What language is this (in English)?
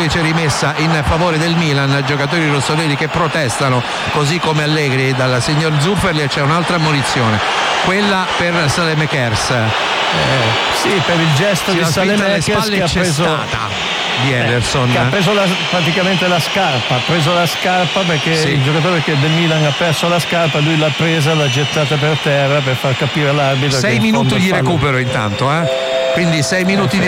Italian